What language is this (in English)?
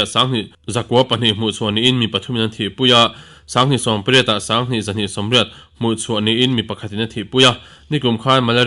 Mizo